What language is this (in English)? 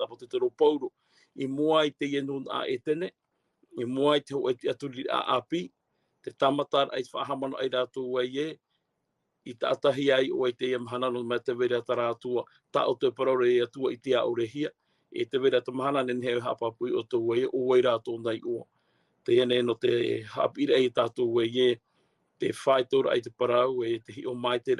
Tahitian